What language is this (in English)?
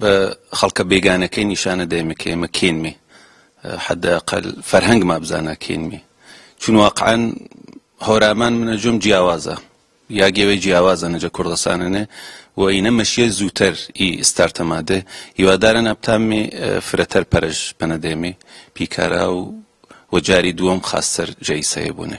Gurani